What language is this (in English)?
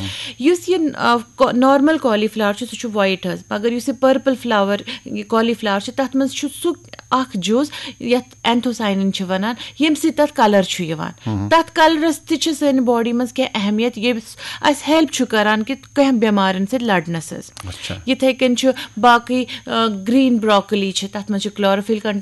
Kashmiri